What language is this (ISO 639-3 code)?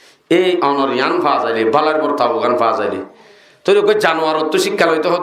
rhg